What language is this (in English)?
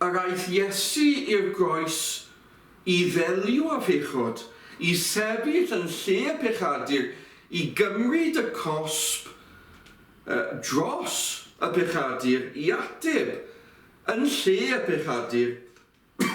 Welsh